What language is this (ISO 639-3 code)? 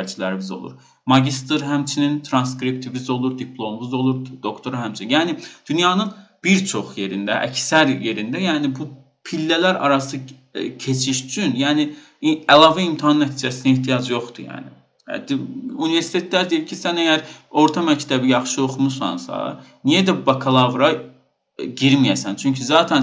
aze